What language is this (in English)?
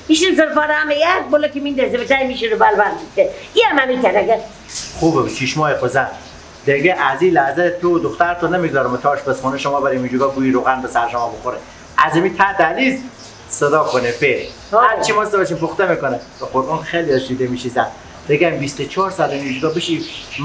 Persian